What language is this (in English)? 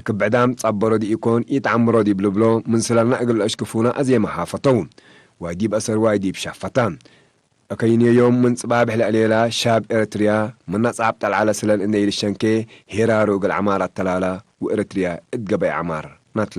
Tigre